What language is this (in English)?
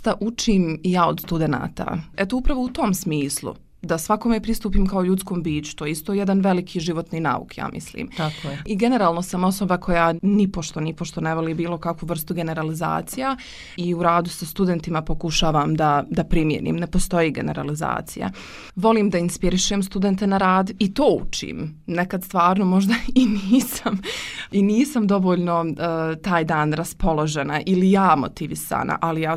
Bosnian